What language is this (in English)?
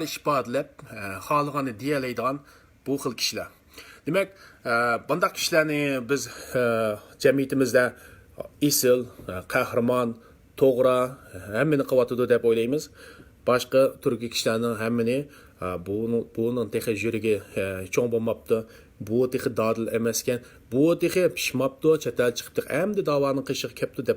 Uyghur